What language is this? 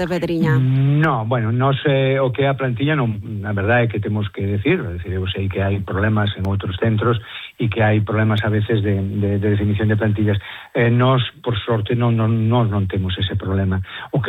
Galician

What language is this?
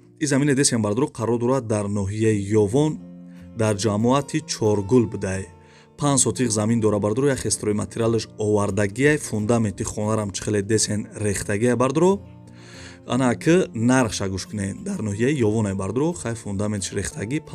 Tajik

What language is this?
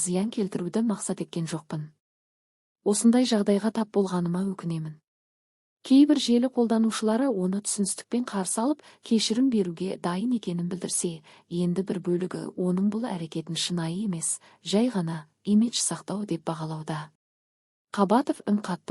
Kazakh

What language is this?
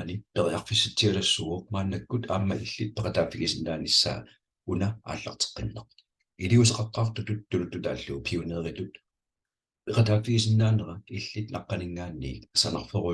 Kalaallisut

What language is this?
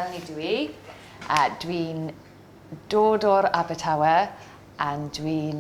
Welsh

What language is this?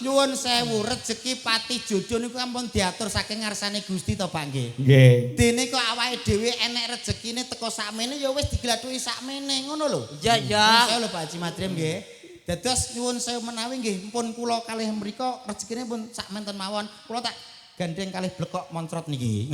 Javanese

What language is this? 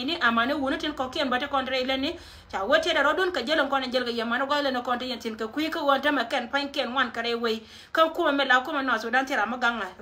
Nuer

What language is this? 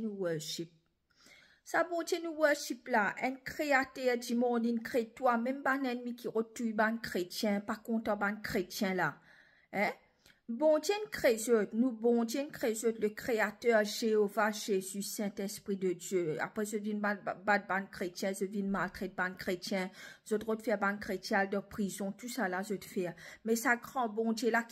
Morisyen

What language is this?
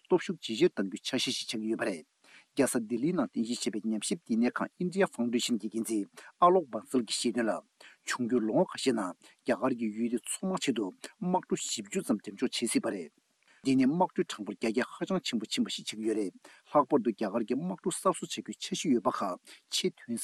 Tibetan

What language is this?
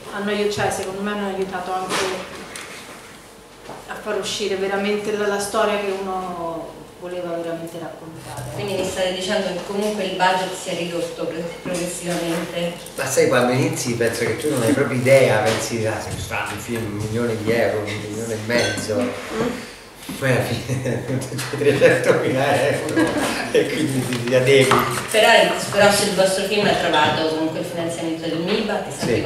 Italian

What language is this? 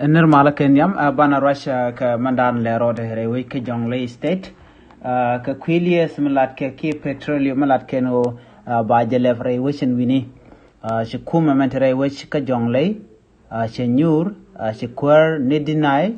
Nuer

